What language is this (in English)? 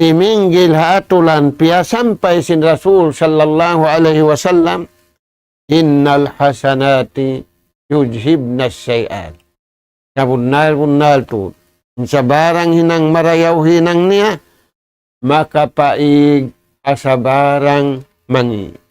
Tausug